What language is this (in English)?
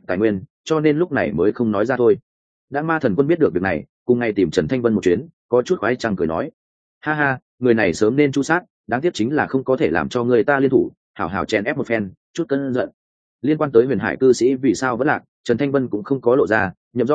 Vietnamese